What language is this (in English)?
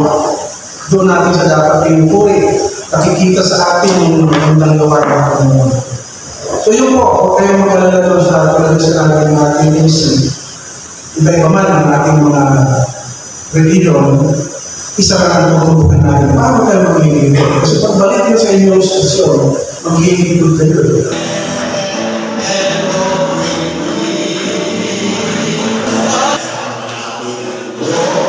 Filipino